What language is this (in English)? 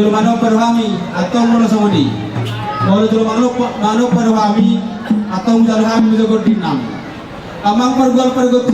Batak Toba